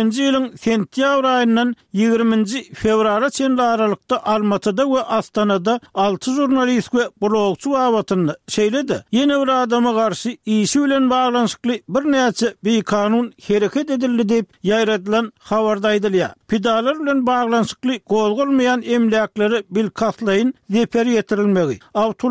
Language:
Turkmen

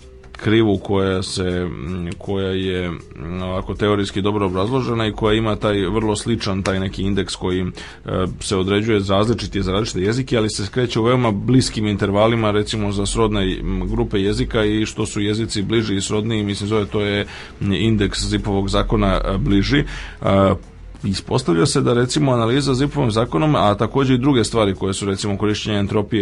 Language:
Serbian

